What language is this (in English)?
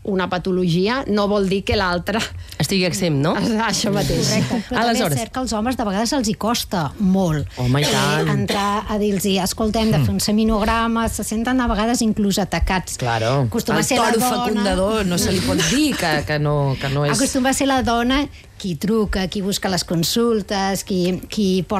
Catalan